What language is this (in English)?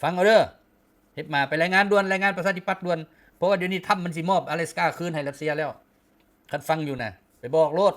Lao